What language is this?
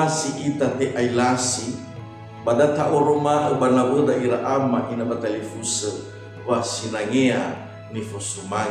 Nias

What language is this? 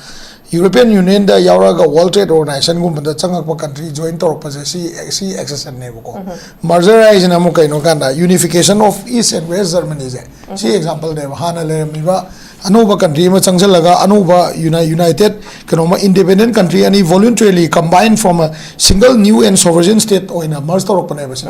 Manipuri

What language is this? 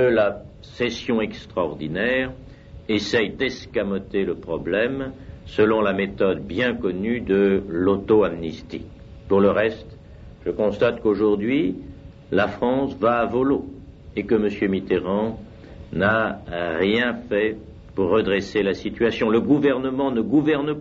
French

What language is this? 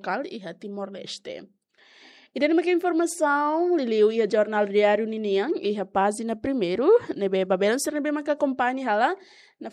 Tetum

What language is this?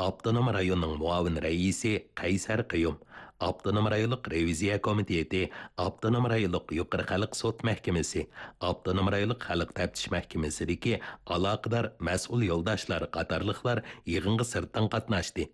Uyghur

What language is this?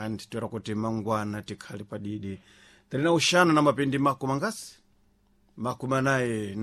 Sena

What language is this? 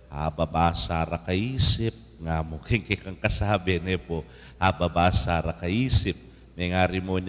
Pampanga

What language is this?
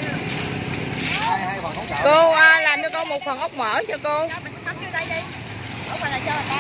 Vietnamese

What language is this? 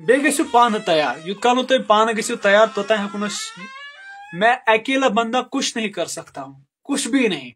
Kashmiri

